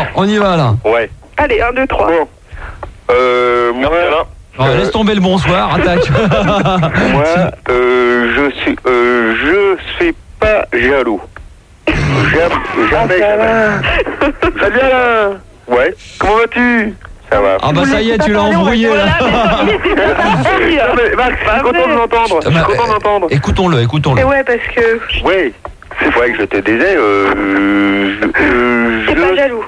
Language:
French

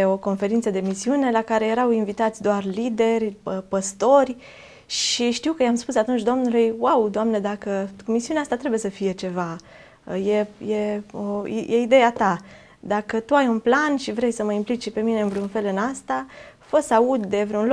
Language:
Romanian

